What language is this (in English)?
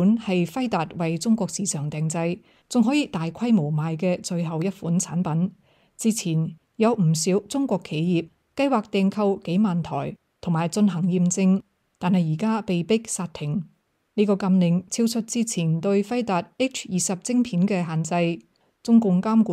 Cantonese